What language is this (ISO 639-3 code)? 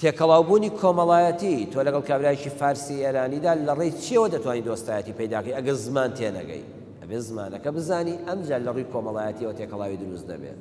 ckb